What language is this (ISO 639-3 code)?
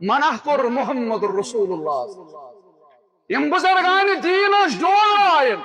kas